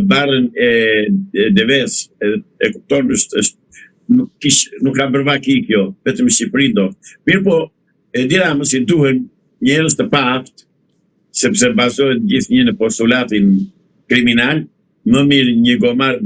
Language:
Albanian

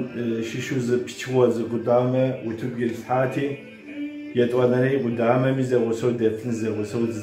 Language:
Kabardian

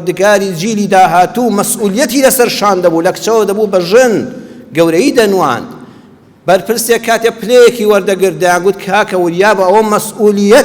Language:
Central Kurdish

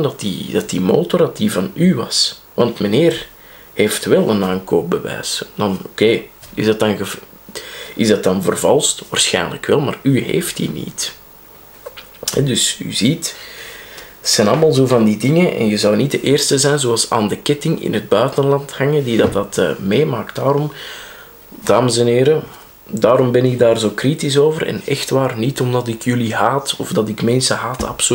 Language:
Dutch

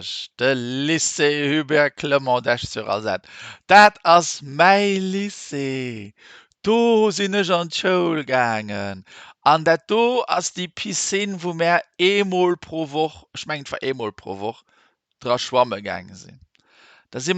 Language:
Luxembourgish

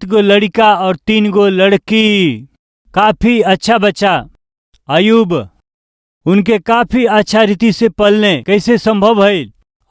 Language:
Bhojpuri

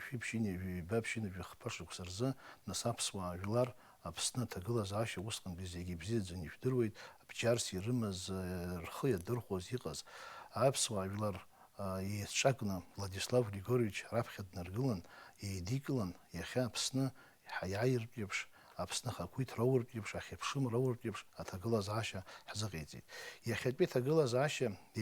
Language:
Abkhazian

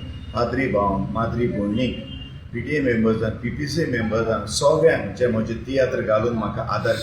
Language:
Konkani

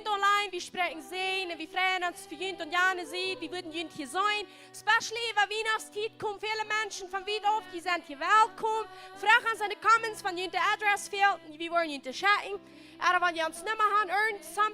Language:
Plautdietsch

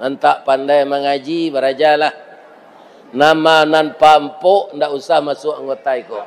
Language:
Minangkabau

